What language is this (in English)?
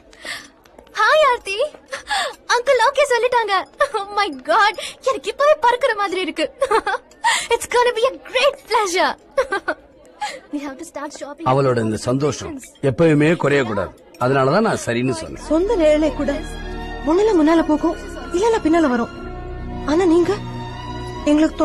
Tamil